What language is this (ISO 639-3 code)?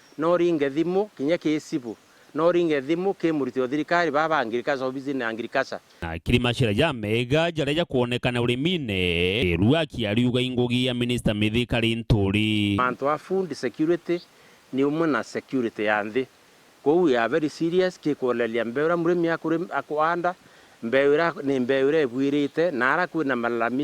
mer